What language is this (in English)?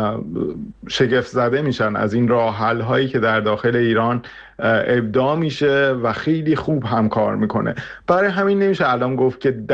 Persian